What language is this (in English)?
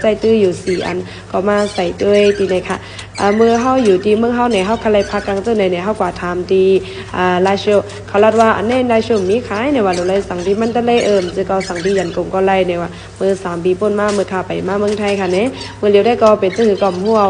Shan